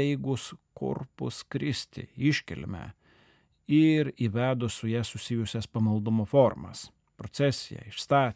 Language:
Lithuanian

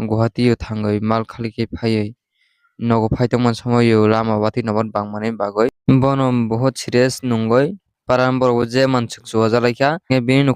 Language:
Kok Borok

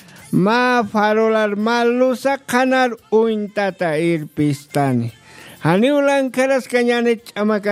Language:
Aymara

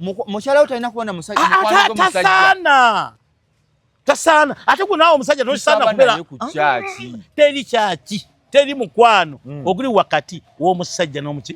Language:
Ganda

